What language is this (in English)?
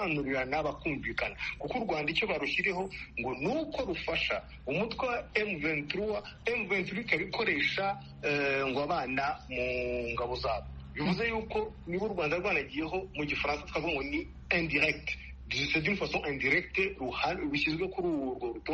Kinyarwanda